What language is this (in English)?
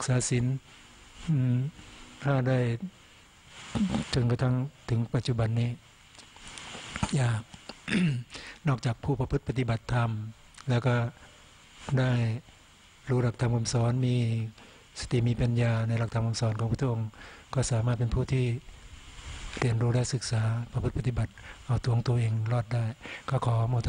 Thai